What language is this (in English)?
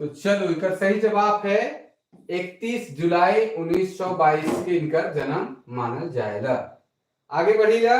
Sadri